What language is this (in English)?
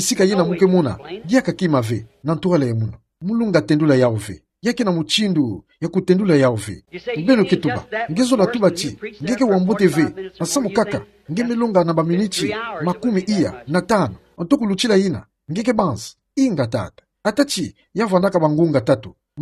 Kituba (Democratic Republic of Congo)